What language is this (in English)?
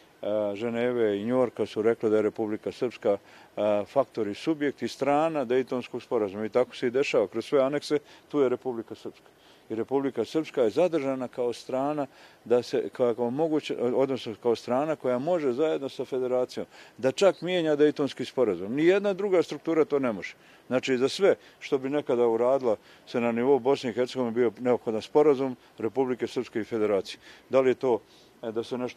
Bosnian